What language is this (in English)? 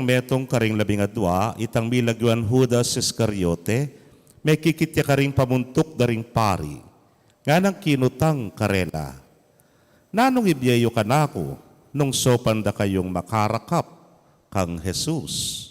Pampanga